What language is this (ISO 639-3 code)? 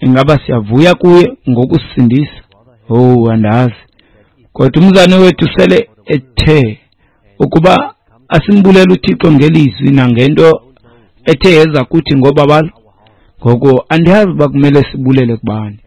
xho